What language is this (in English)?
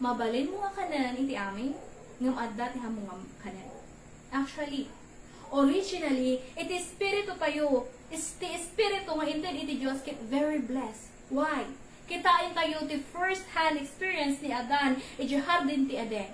Iloko